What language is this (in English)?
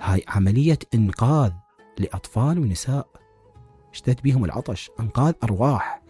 Mesopotamian Arabic